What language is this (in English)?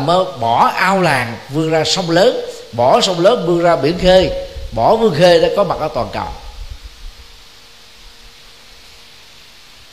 Vietnamese